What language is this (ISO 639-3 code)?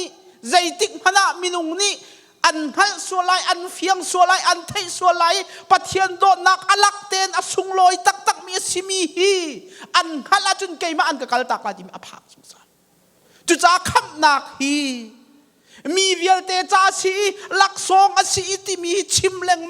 cnh